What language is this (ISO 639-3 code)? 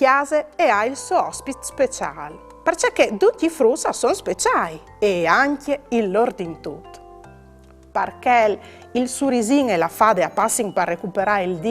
fur